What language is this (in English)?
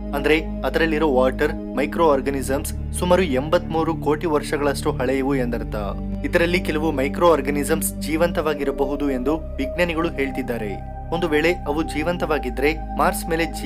Kannada